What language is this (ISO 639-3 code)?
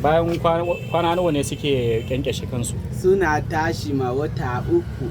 hau